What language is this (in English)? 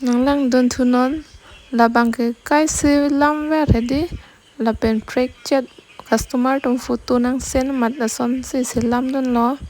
Karbi